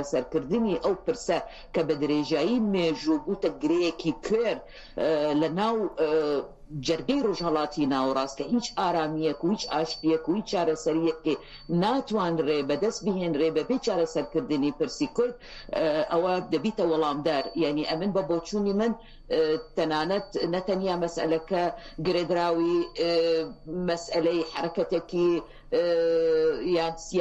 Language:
Central Kurdish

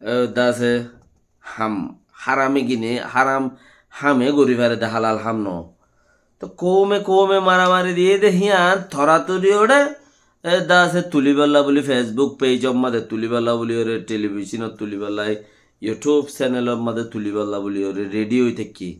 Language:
Rohingya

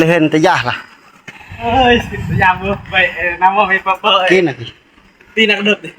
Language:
Northeastern Thai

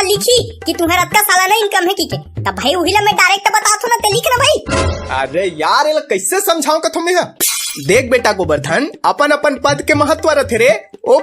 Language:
Chhattisgarhi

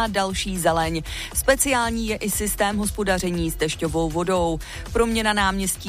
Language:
Czech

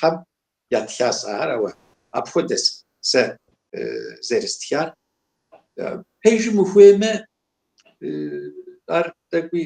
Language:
Kabardian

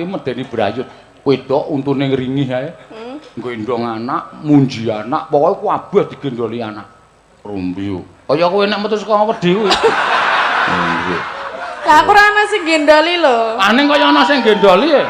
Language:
Javanese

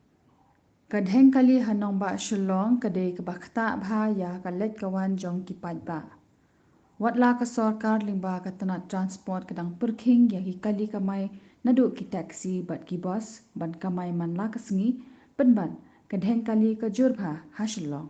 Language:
Khasi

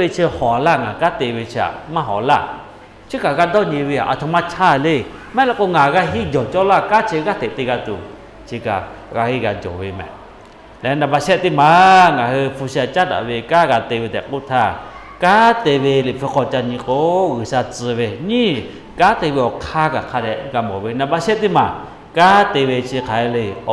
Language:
Lahu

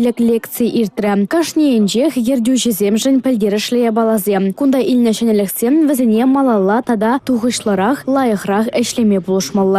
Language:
Chuvash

